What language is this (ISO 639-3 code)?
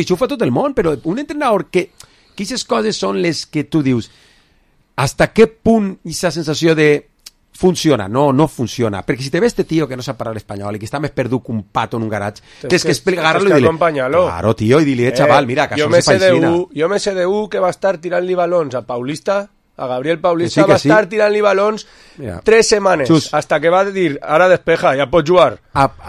cat